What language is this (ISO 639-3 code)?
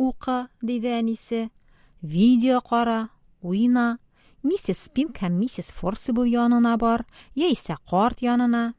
tat